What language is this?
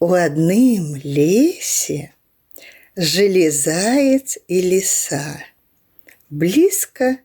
Belarusian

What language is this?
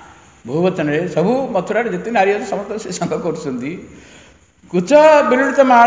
Odia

